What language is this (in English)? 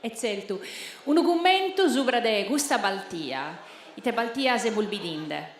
Sardinian